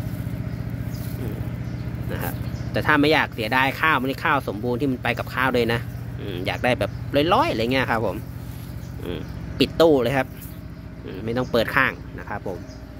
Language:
Thai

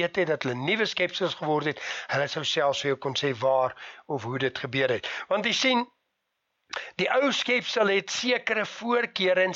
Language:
Afrikaans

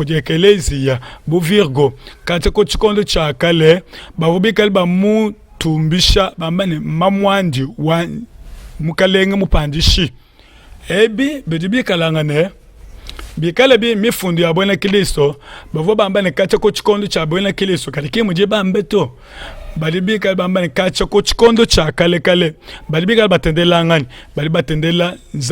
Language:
Luba-Lulua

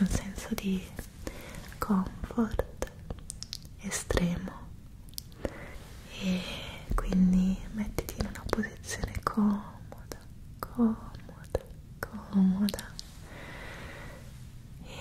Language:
Italian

